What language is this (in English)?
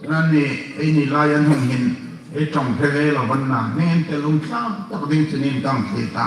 Hmar